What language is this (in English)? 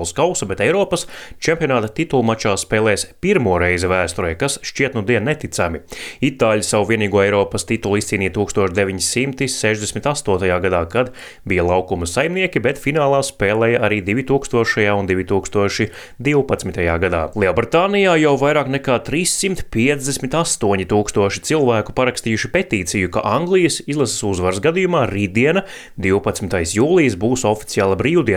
Latvian